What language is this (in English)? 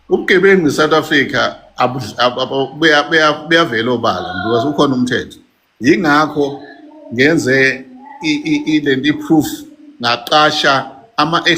Zulu